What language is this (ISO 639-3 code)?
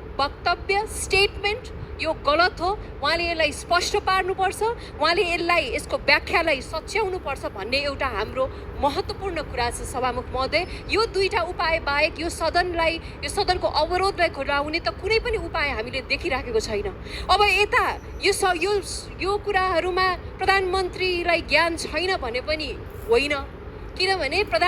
nep